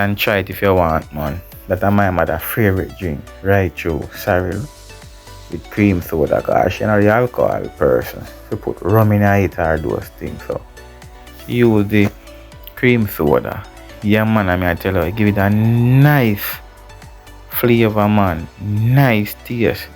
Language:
Jamaican Creole English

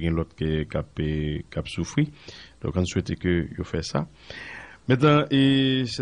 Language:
Haitian Creole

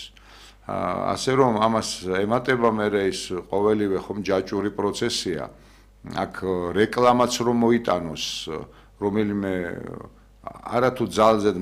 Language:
Georgian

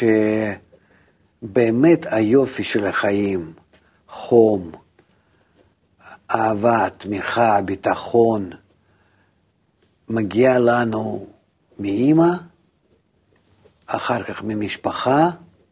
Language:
Hebrew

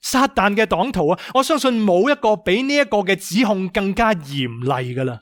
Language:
Cantonese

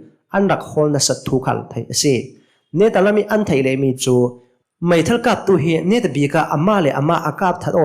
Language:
Hakha Chin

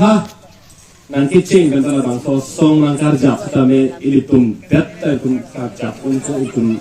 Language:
Karbi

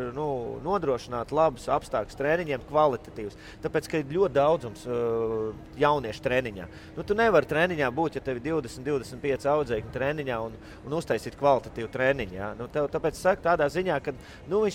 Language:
Latvian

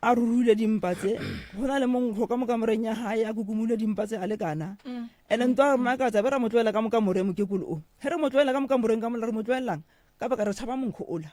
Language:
Northern Sotho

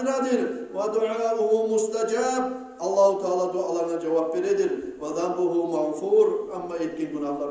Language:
Kumyk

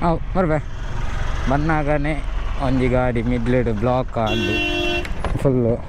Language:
Tulu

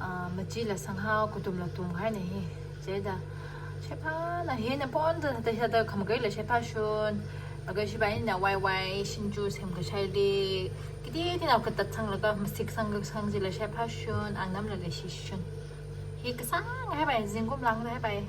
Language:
Tangkhul Naga (India)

